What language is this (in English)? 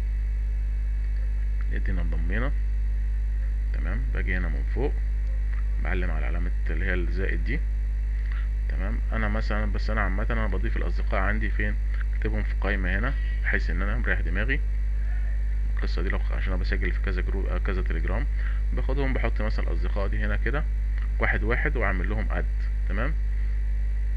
Egyptian Arabic